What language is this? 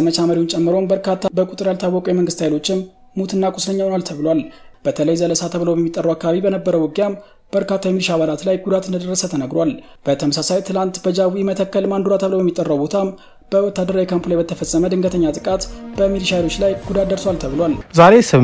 Amharic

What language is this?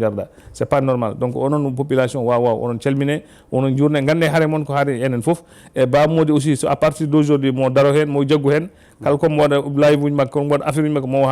Fula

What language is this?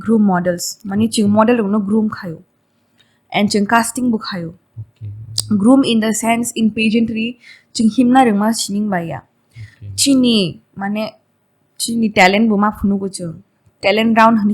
Kok Borok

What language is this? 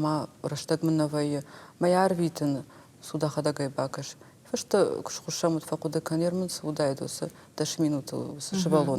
Ossetic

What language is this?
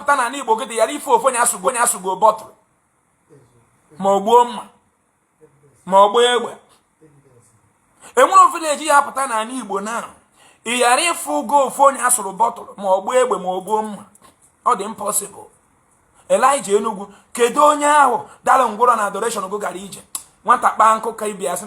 Igbo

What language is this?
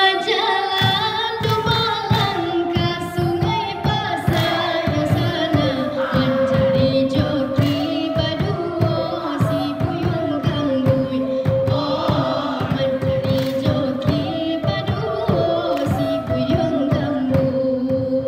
Minangkabau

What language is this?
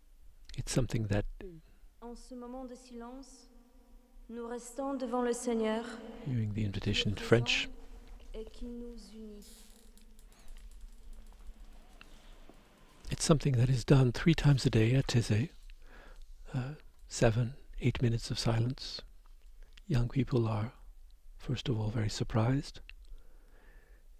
English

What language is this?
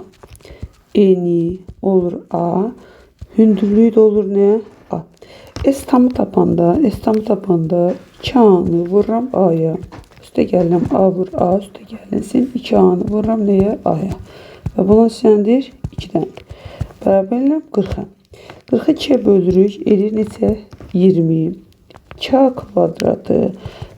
Azerbaijani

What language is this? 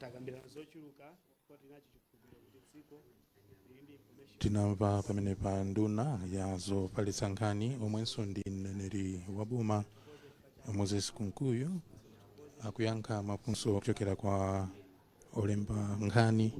Nyanja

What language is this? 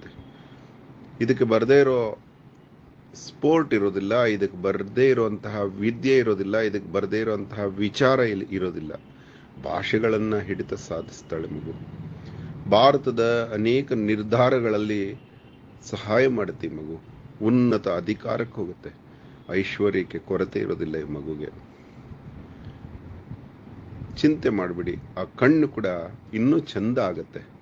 Kannada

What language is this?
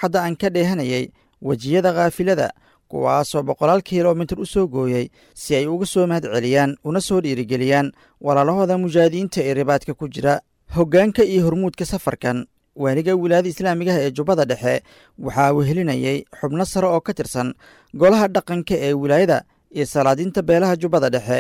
Somali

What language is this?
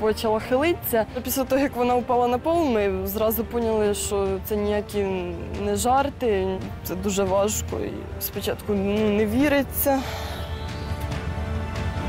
Ukrainian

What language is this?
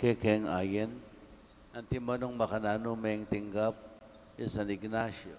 Pampanga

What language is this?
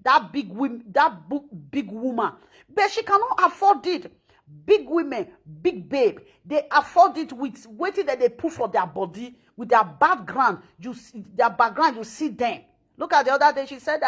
Nigerian Pidgin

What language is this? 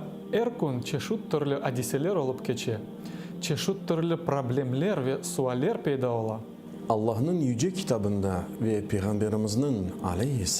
Crimean Tatar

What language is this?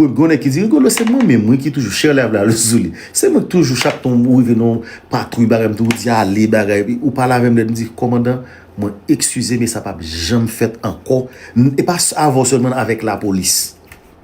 Haitian Creole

